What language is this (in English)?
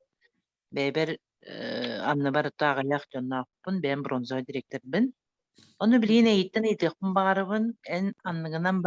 Yakut